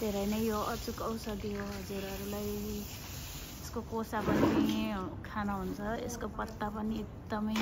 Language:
Nepali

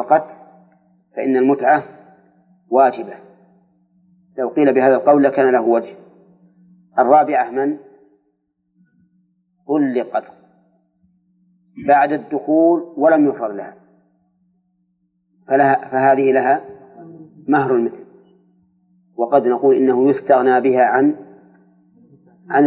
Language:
Arabic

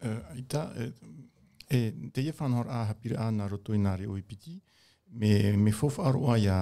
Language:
Tahitian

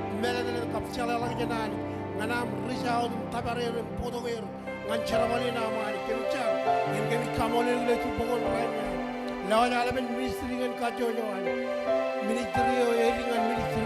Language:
Marshallese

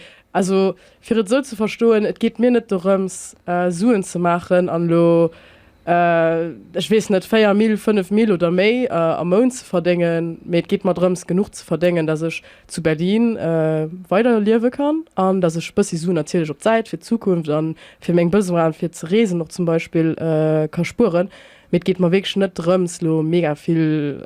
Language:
Luxembourgish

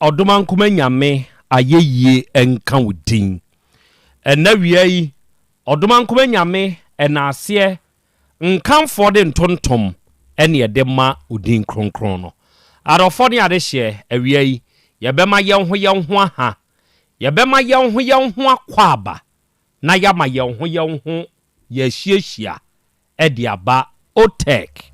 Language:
Akan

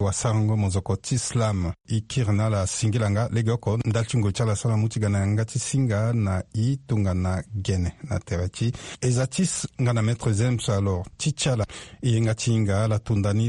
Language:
Sango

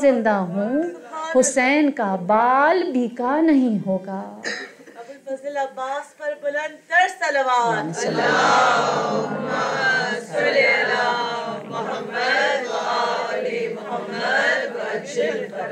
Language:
Urdu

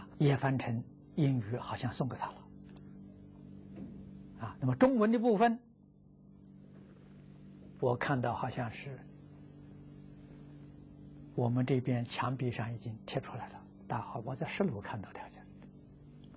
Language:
Chinese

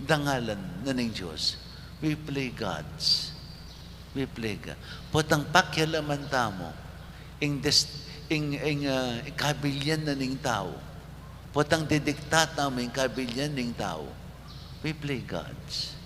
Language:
Pampanga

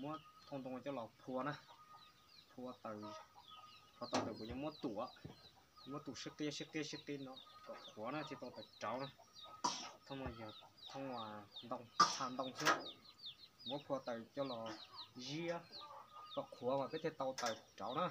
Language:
Hmong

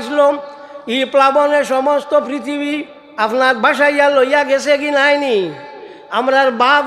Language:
Sylheti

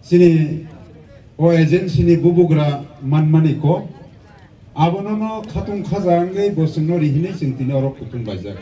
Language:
Kok Borok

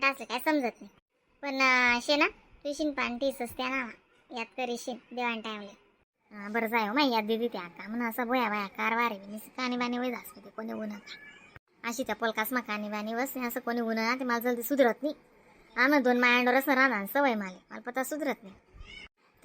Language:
Khandesi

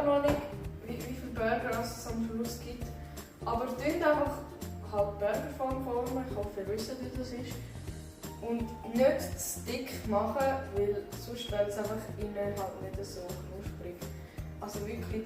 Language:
Swiss German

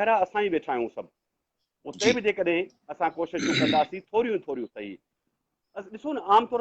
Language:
Sindhi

